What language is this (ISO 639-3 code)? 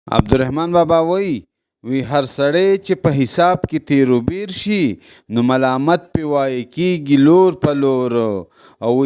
pus